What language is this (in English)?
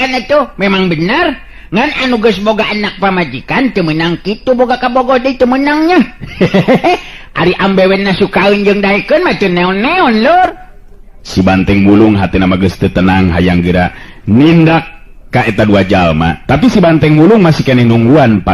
Sundanese